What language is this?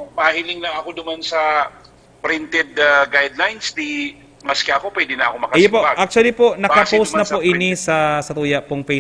Bikol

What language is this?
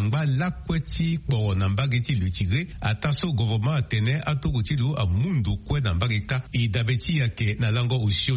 Sango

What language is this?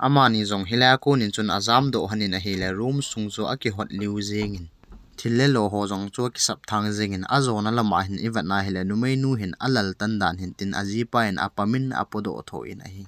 Thado Chin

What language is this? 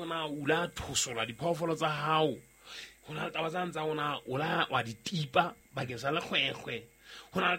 Southern Sotho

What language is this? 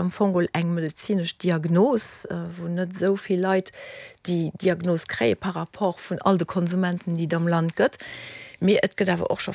Luxembourgish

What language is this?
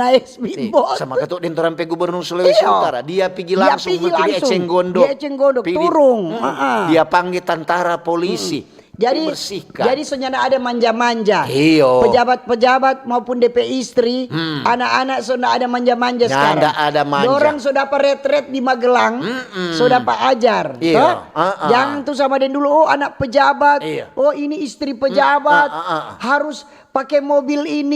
Manado Malay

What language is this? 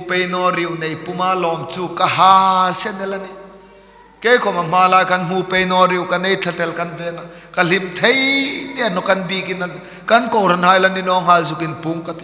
Hmar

